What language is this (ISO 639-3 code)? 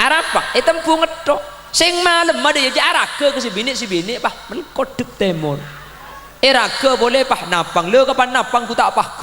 mad